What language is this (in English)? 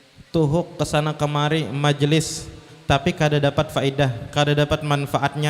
Banjar